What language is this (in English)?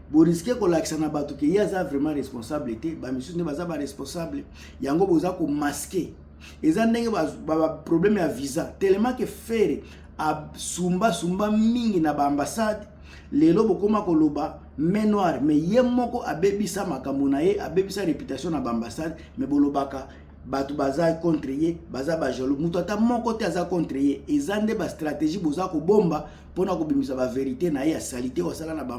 Lingala